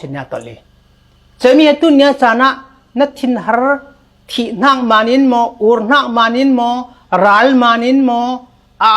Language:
Falam Chin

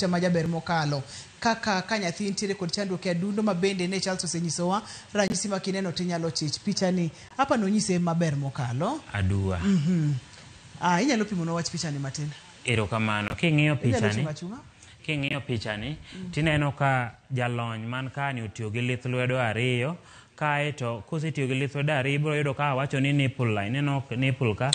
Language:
Luo (Kenya and Tanzania)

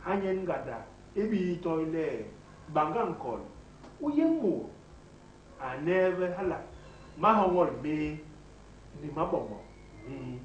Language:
Basaa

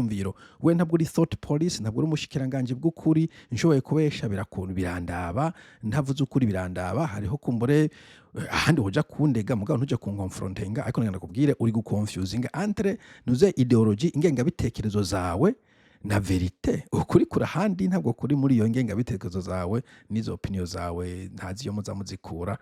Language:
Rundi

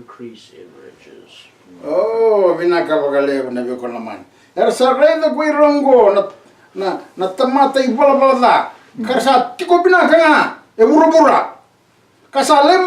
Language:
Fijian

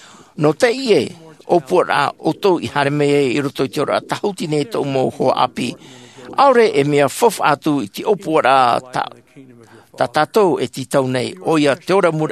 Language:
Tahitian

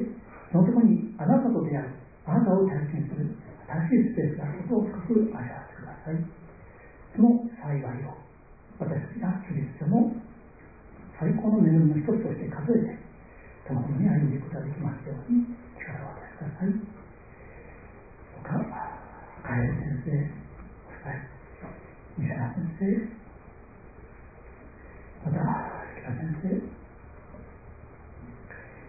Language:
Japanese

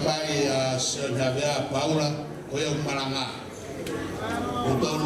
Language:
Tongan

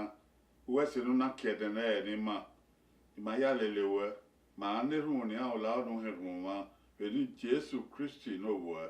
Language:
Bini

